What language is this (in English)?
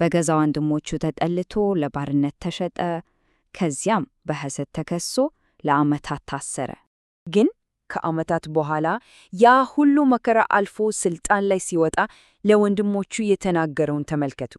Amharic